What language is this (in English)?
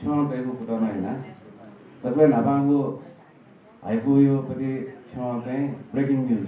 Newari